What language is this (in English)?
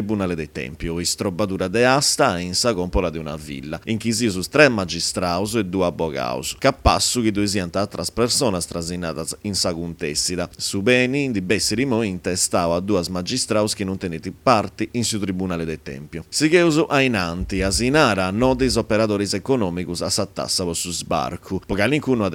Sardinian